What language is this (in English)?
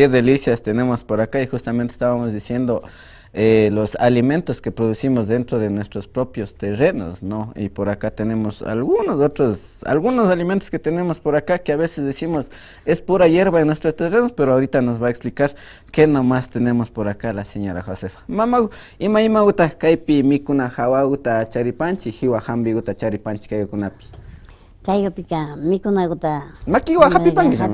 Imbabura Highland Quichua